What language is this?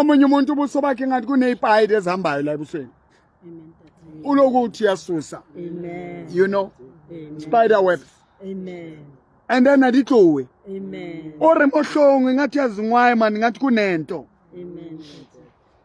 Southern Sotho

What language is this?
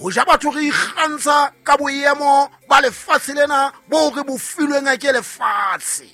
Southern Sotho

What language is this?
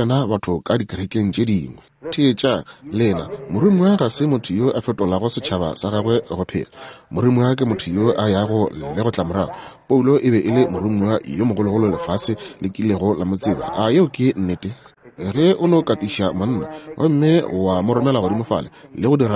Northern Sotho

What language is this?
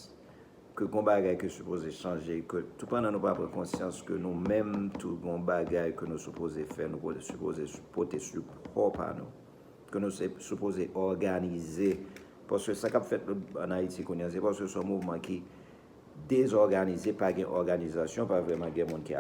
Haitian Creole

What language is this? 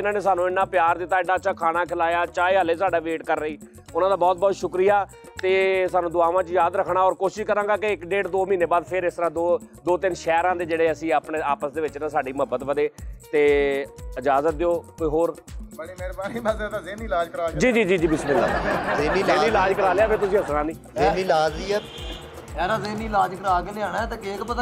Punjabi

